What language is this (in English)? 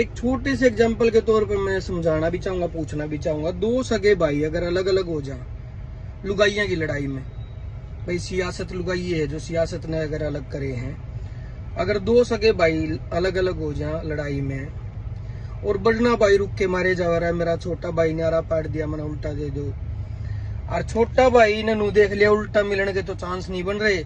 Haryanvi